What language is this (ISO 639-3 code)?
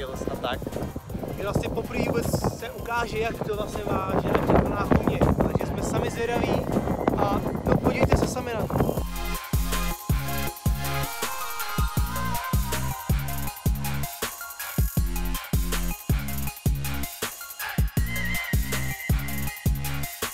ces